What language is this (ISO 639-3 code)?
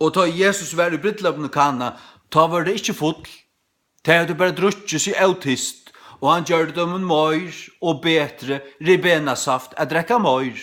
fao